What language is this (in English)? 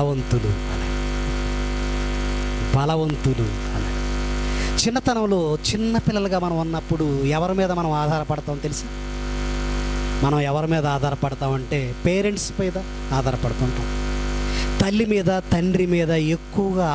Telugu